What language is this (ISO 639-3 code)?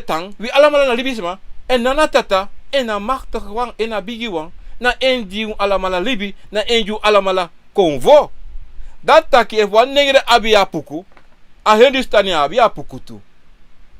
srn